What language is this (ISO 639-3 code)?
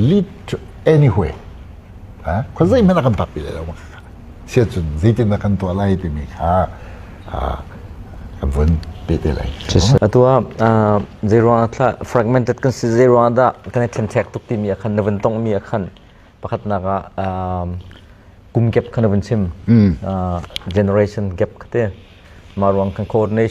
cnh